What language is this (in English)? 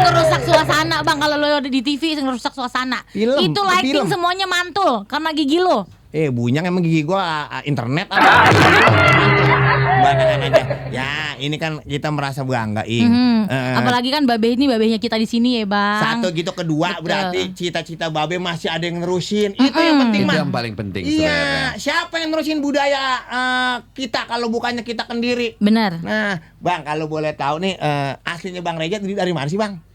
Betawi